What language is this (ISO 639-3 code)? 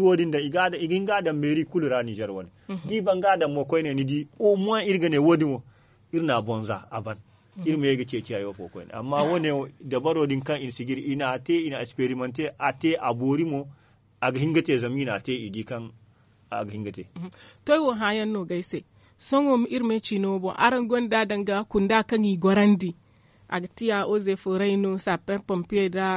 dje